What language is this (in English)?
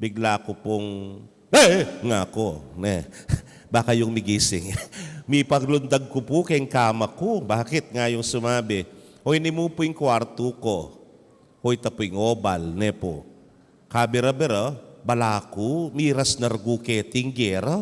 Pampanga